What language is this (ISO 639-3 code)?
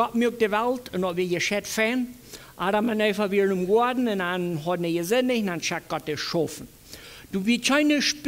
pdt